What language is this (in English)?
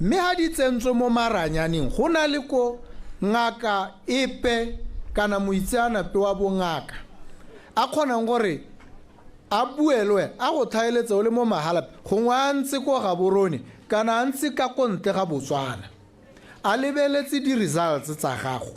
Tswana